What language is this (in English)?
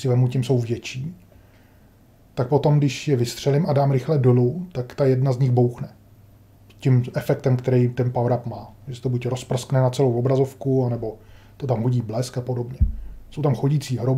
Czech